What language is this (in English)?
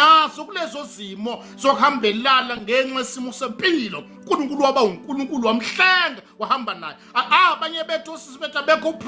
Zulu